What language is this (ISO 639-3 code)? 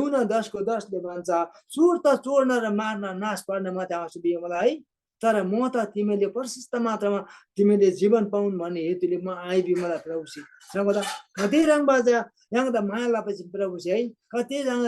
taj